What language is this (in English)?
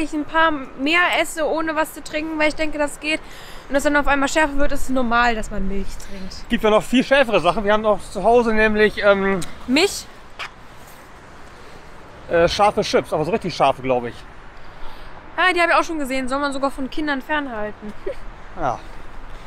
German